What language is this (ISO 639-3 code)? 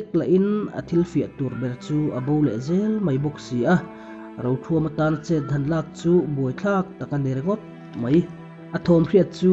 lus